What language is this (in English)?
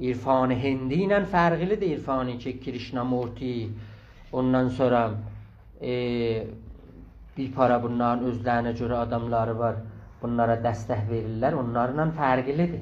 South Azerbaijani